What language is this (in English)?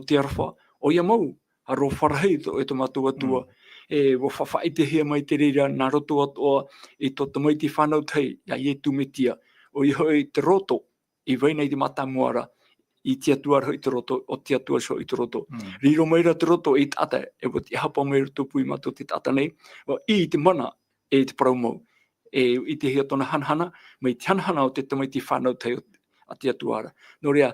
Tahitian